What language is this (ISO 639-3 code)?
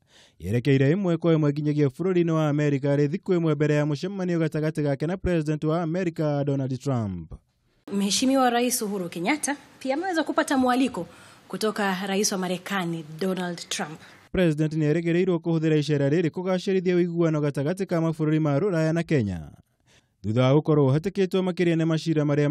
kik